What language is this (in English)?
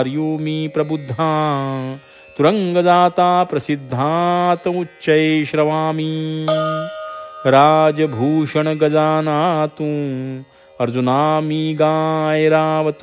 Marathi